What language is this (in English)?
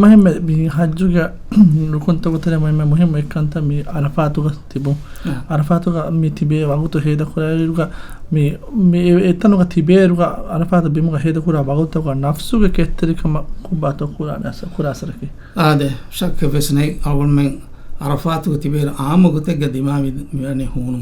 Divehi